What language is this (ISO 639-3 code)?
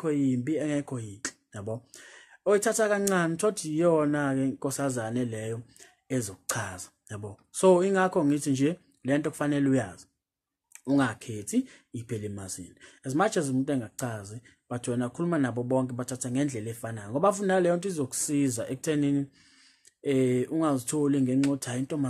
zul